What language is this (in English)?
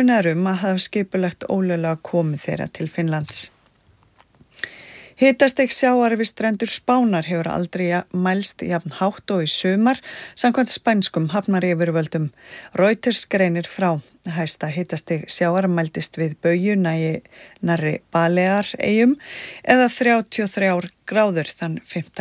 Icelandic